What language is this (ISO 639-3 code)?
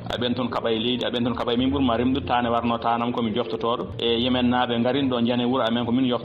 ful